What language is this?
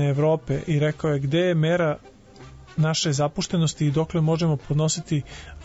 Serbian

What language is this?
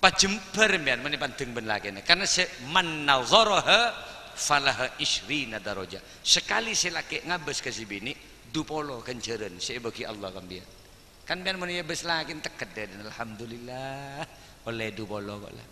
Madurese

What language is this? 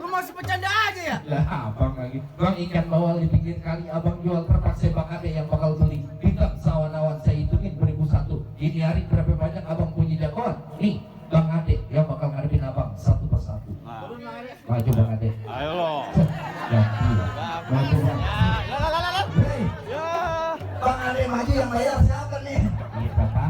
Betawi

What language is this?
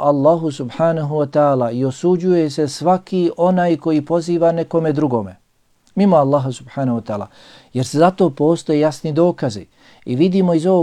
Bosnian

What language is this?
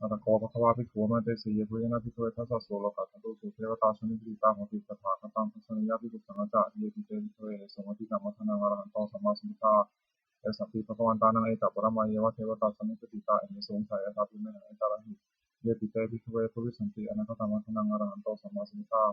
Pali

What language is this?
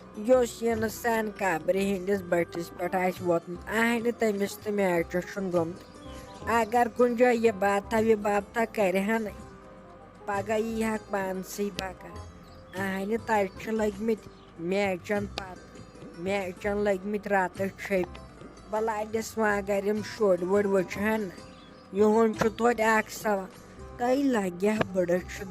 Kashmiri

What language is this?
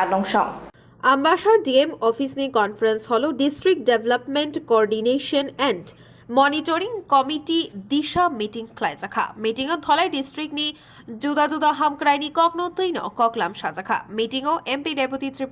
Kok Borok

